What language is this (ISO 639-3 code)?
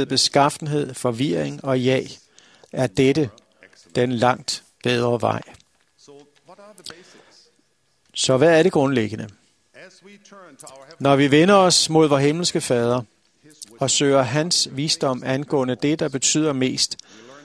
dan